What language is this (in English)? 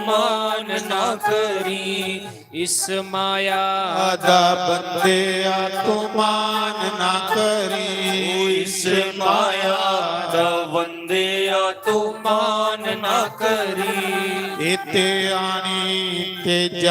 Dogri